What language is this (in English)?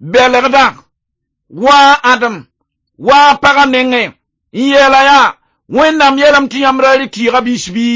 Mossi